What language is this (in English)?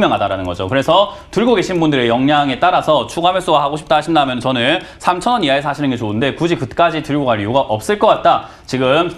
Korean